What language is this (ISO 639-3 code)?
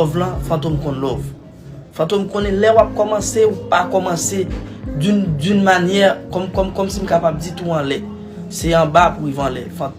hat